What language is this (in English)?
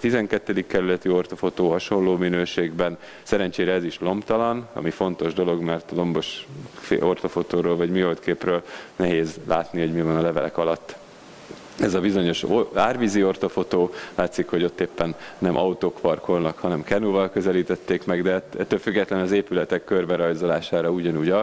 Hungarian